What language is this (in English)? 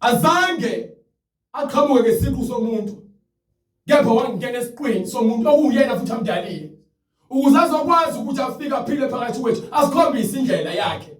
Zulu